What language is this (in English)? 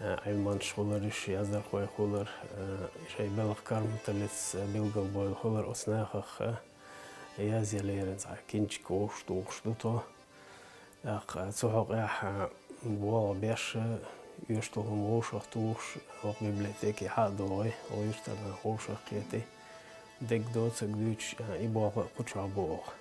Chechen